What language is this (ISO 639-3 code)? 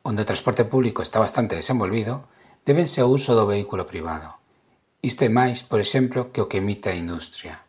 glg